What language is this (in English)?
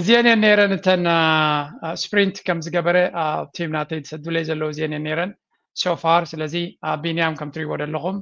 Tigrinya